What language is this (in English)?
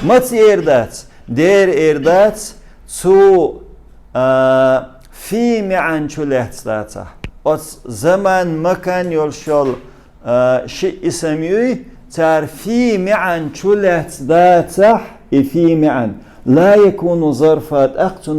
Chechen